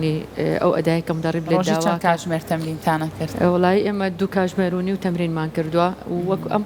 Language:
Central Kurdish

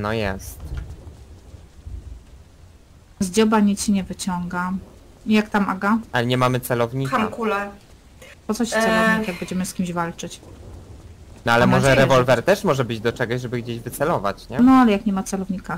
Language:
Polish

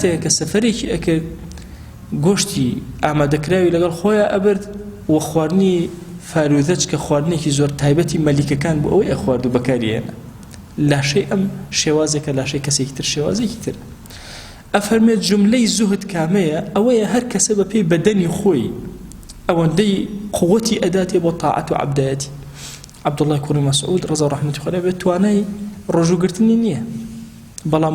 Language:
Central Kurdish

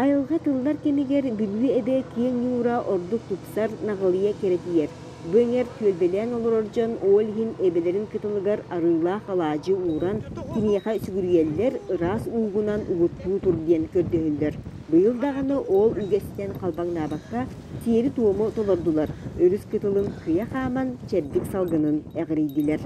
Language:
Yakut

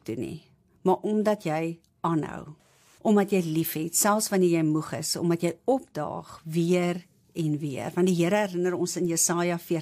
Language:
Afrikaans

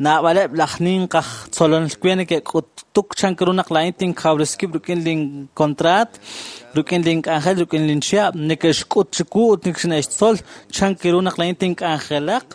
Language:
Kekchí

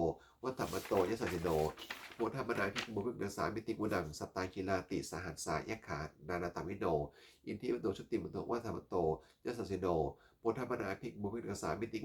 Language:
Pali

